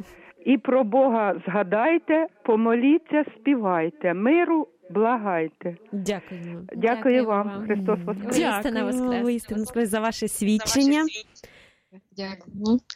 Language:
Ukrainian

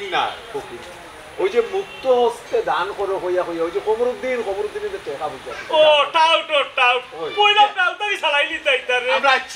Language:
Sylheti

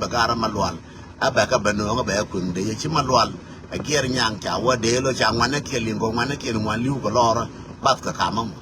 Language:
Nuer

